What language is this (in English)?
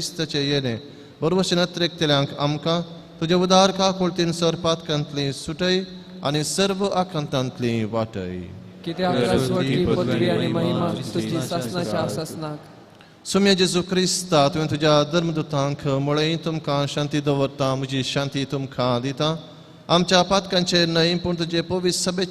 Konkani